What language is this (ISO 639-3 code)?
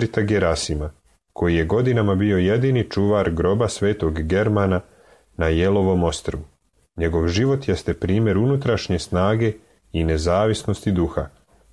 srp